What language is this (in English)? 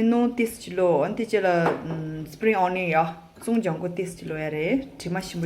Tibetan